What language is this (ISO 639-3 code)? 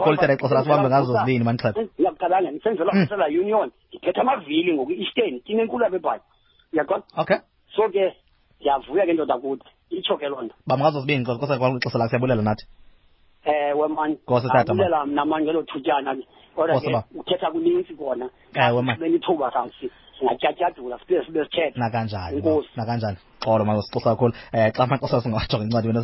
xho